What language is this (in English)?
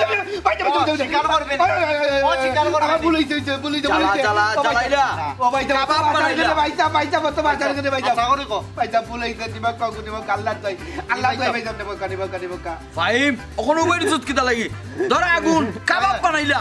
Sylheti